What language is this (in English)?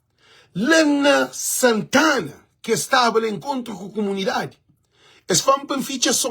Kabuverdianu